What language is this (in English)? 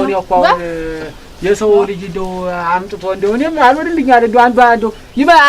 Amharic